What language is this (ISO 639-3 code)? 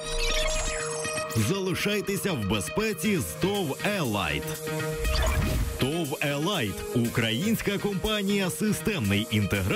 ukr